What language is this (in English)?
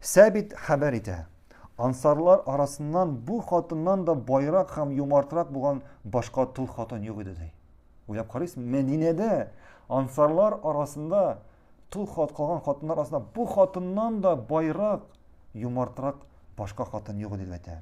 Tatar